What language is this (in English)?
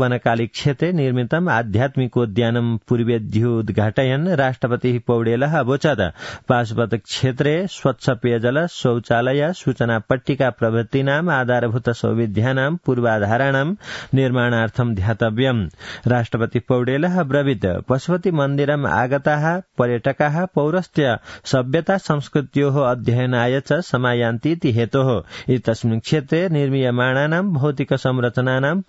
Sanskrit